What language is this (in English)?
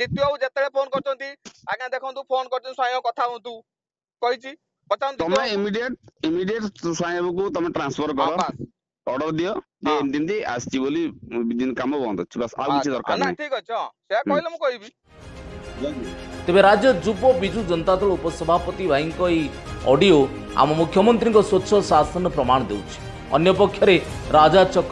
Odia